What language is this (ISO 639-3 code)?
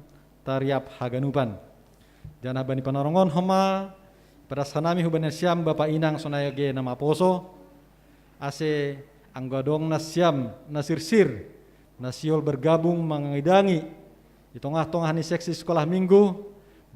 bts